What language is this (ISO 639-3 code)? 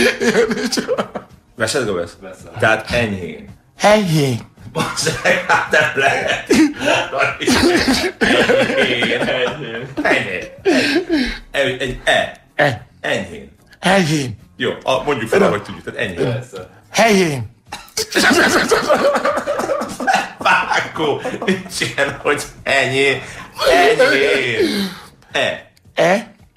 hun